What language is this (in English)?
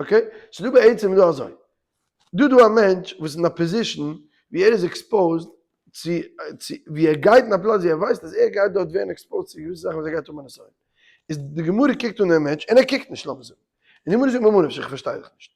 Yiddish